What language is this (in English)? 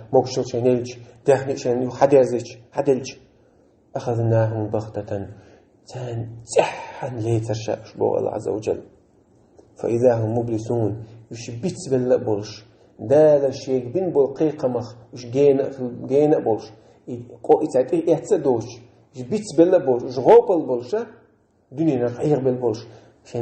Chechen